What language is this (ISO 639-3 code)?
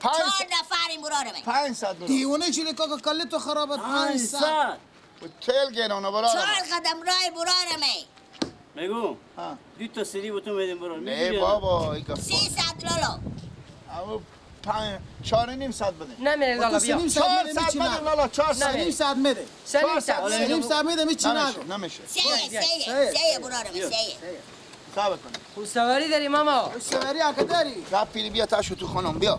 fas